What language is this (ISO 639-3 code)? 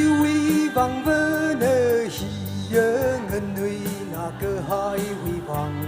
nmf